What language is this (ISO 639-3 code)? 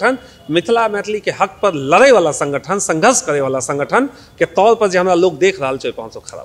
mai